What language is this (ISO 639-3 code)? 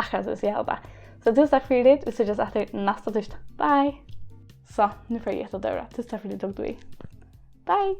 fao